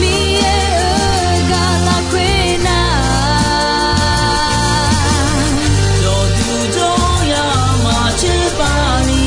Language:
Akha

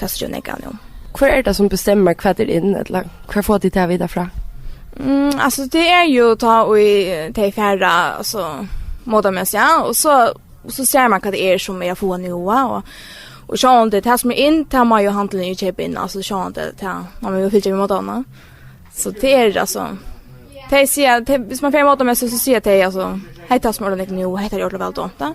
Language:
Faroese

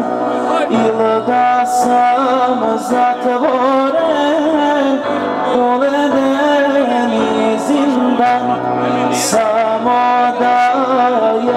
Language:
Bosnian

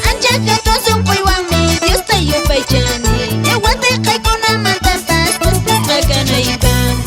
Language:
Quechua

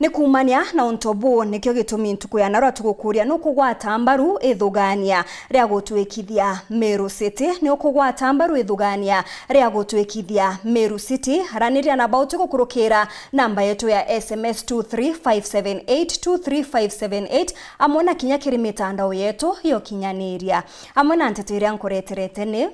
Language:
Meru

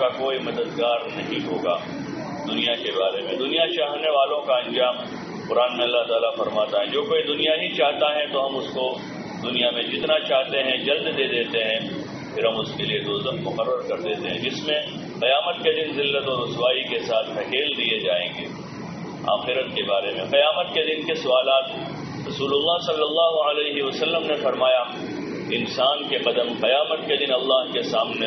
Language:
Urdu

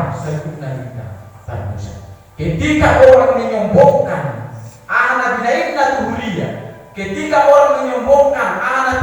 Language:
Batak Toba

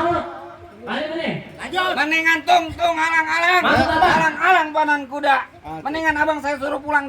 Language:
Betawi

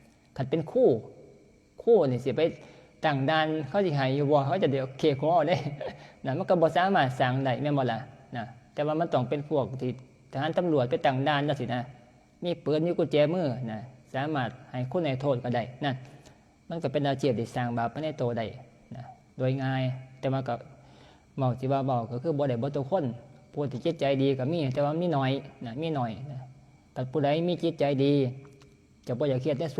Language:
Northeastern Thai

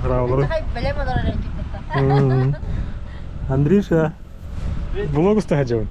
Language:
Yakut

